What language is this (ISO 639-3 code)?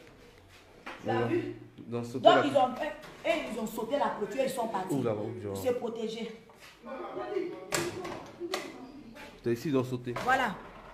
fra